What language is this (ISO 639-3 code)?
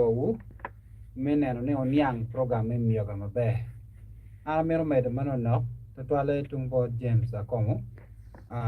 ach